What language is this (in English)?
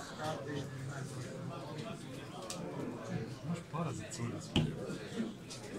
Croatian